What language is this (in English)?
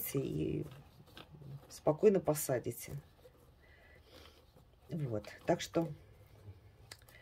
Russian